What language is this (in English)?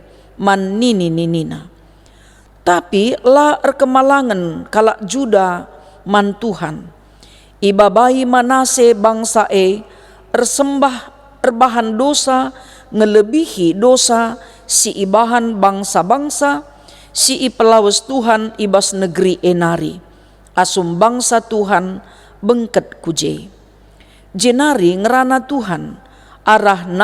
Batak Karo